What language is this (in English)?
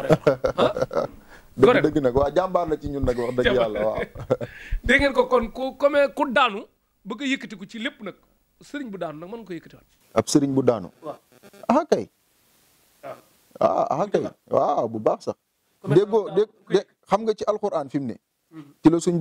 Wolof